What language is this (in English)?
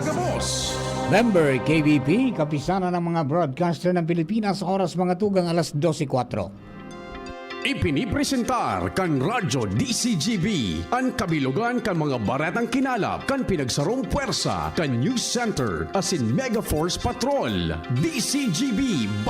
Bikol